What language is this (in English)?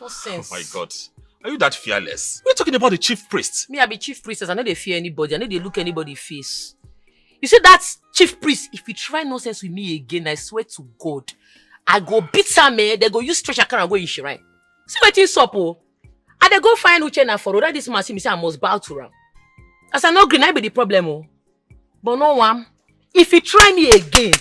Nigerian Pidgin